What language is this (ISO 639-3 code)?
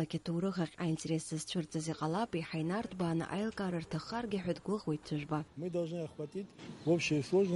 abk